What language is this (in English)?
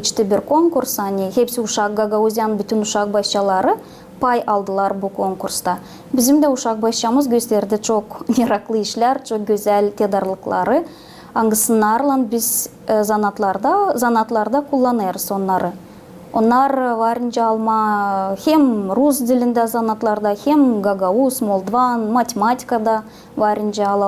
Gagauz